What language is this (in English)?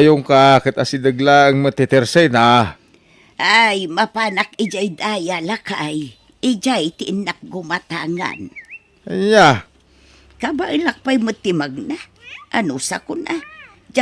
Iloko